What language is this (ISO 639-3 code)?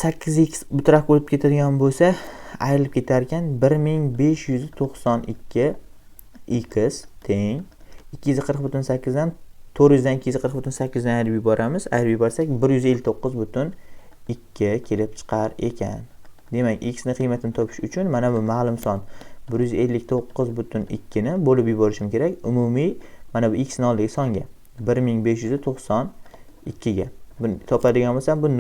uzb